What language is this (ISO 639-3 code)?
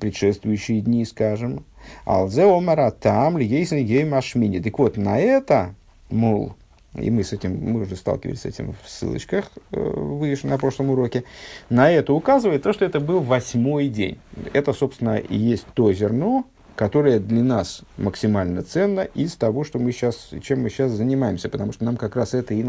rus